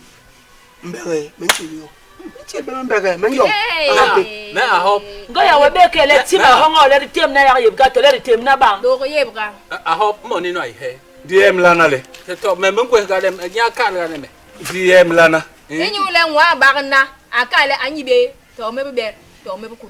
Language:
Basaa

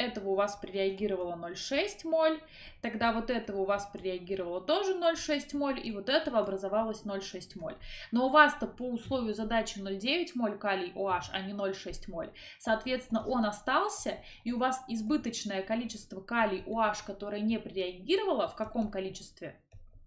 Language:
Russian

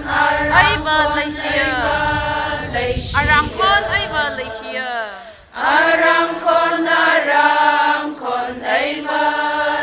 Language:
Tangkhul Naga (India)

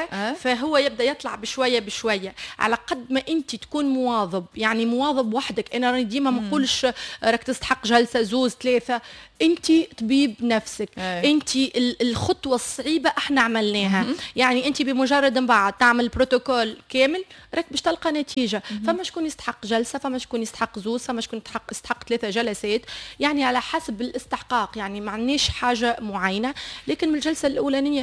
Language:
Tunisian Arabic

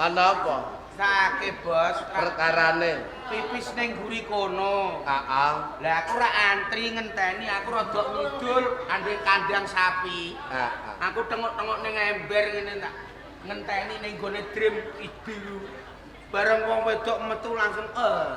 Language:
Javanese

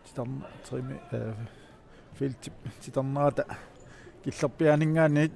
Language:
Kalaallisut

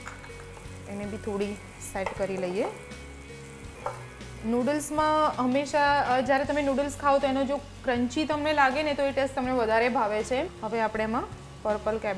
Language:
Gujarati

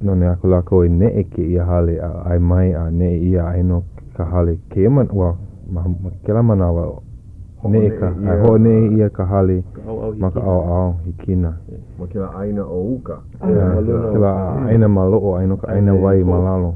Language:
Hawaiian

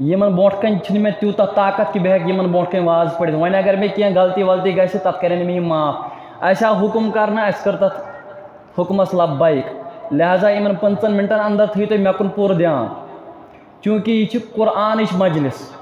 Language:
Kashmiri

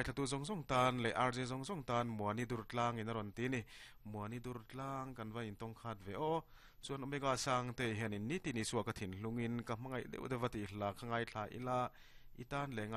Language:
Mizo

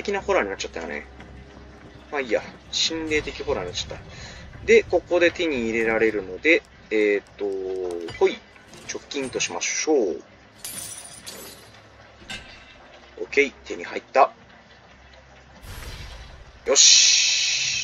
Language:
Japanese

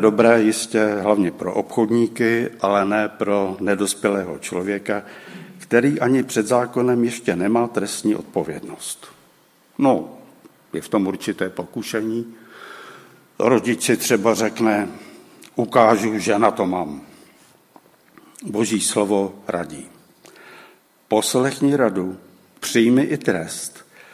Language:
Czech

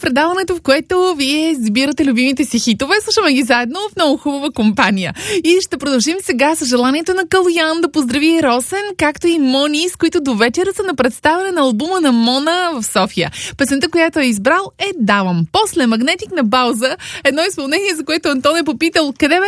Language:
Bulgarian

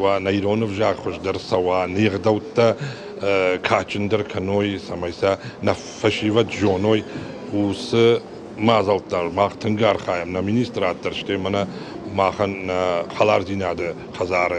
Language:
Ossetic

